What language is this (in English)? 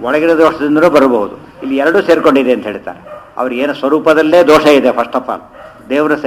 Kannada